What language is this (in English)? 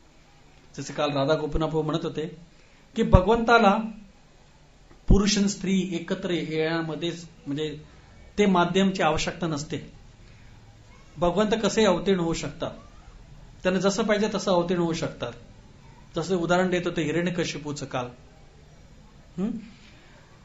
Marathi